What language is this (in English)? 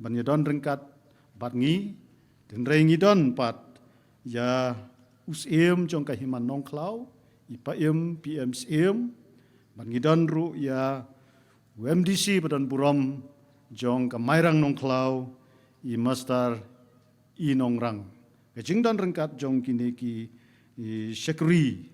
Khasi